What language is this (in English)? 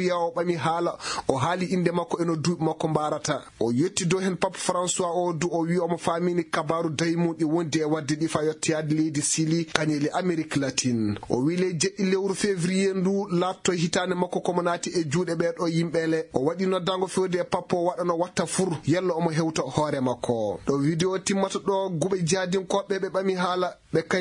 Fula